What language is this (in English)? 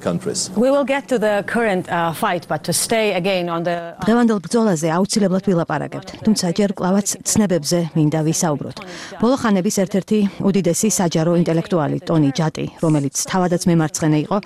Georgian